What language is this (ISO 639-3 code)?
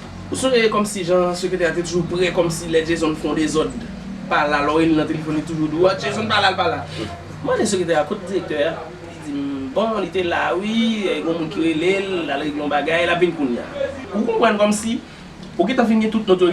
hat